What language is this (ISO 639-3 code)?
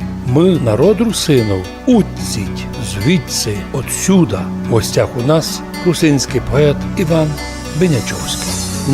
rue